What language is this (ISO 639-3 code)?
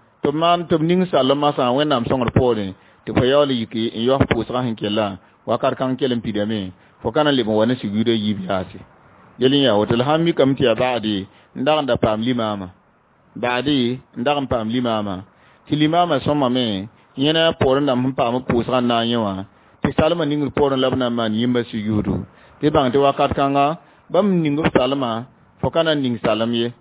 mos